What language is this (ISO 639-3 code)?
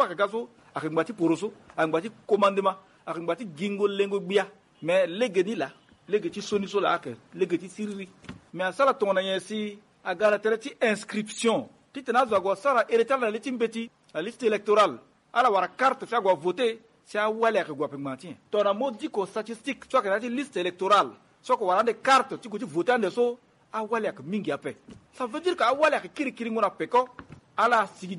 sag